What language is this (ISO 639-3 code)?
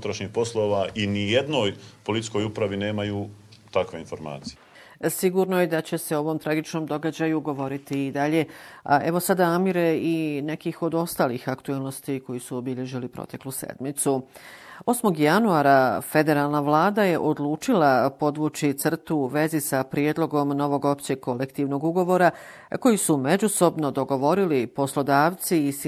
bos